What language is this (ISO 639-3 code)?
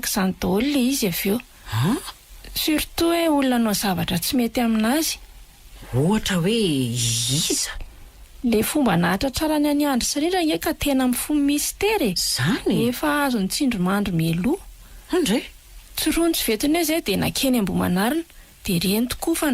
mlg